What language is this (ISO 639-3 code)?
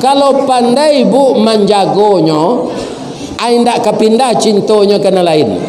min